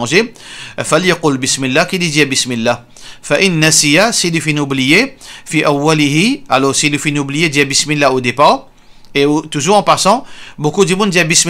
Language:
Morisyen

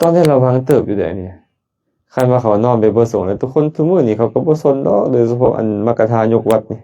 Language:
Lao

